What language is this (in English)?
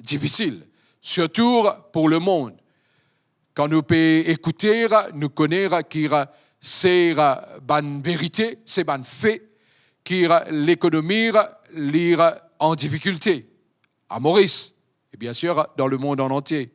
Morisyen